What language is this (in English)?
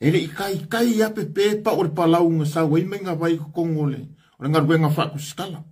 Samoan